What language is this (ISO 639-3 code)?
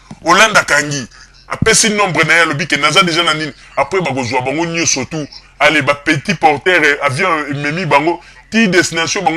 lin